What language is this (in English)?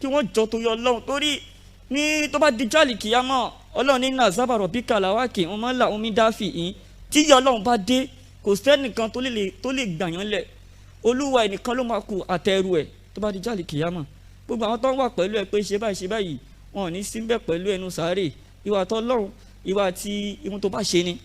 Yoruba